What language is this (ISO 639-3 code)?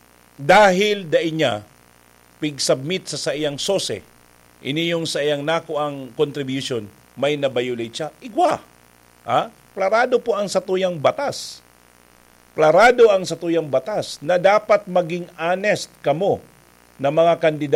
bik